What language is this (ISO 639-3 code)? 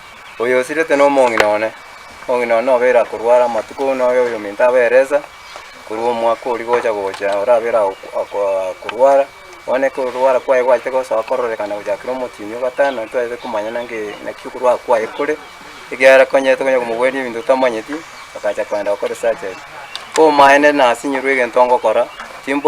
guz